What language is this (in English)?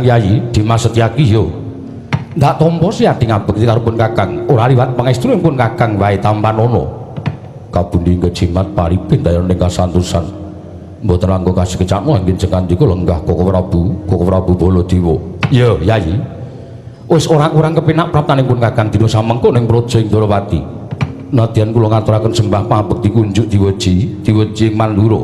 Javanese